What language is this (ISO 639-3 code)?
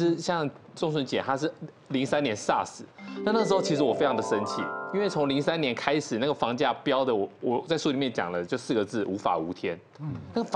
zho